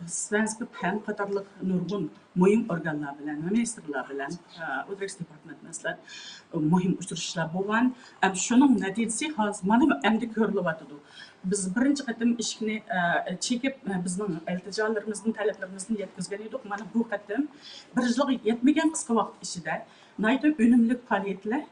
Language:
Uyghur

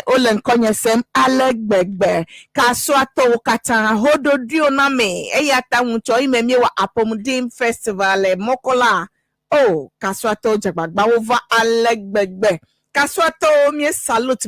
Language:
Ewe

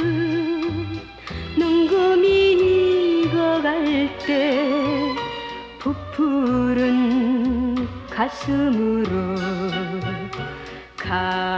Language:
Korean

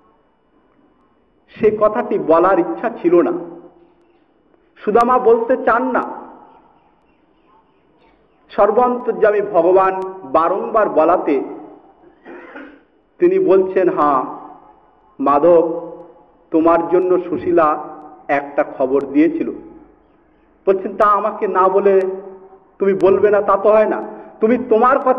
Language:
Bangla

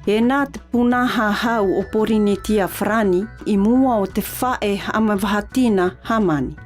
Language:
South Marquesan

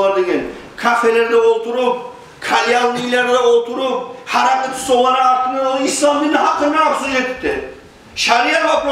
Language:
Kumyk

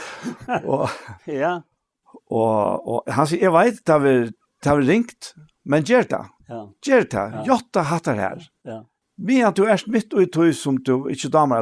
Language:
Faroese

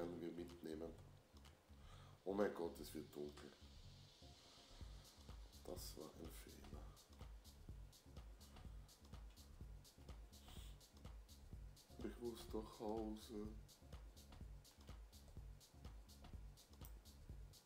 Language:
German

